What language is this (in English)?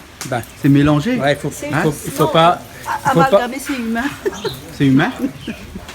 Réunion Creole French